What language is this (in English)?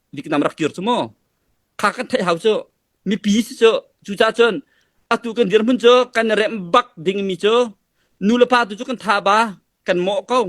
Hakha Chin